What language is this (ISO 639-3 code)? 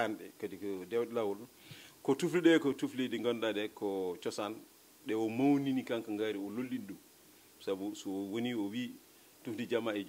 ful